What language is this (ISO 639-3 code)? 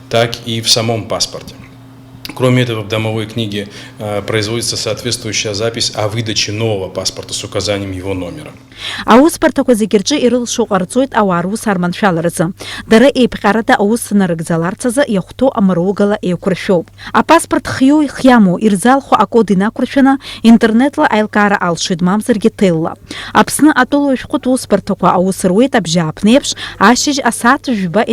abk